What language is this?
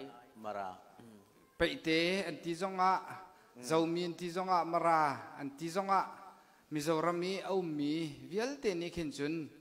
Falam Chin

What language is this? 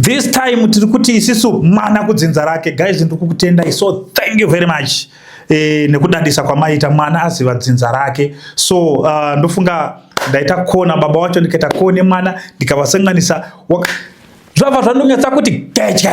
Shona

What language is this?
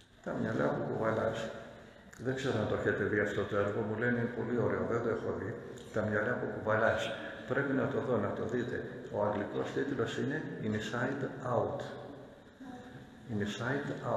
Greek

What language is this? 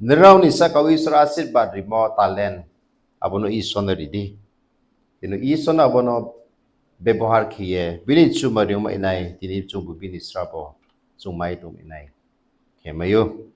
Riang (India)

